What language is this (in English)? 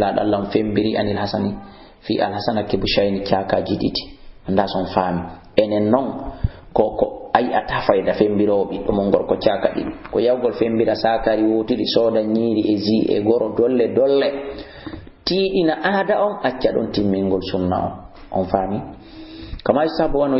Fula